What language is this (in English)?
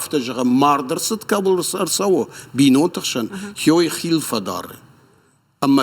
Ossetic